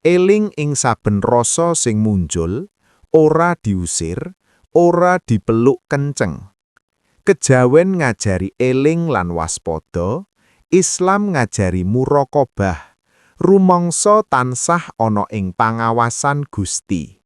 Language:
Javanese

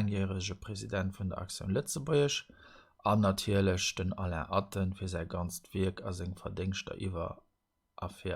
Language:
Luxembourgish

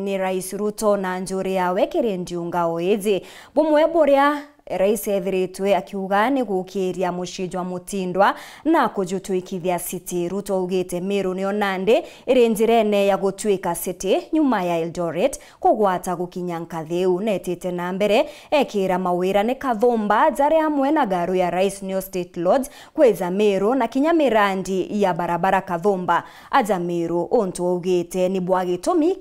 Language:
Meru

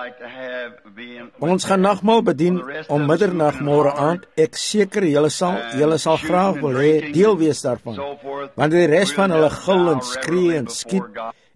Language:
Afrikaans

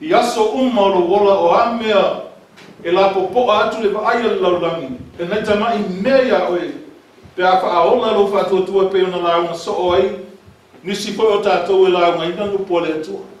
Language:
Samoan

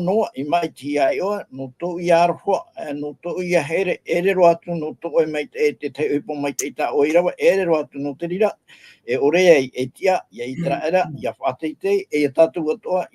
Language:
Tahitian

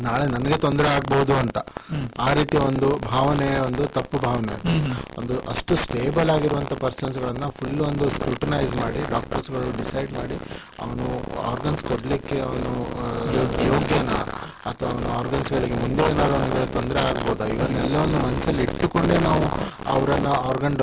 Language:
Kannada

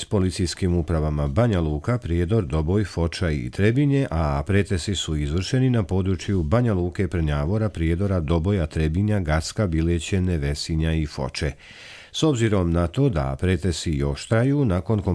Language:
Croatian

